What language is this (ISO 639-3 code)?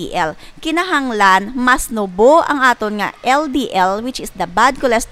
hil